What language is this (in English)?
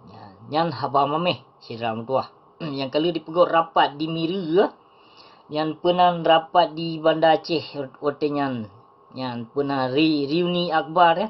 Achinese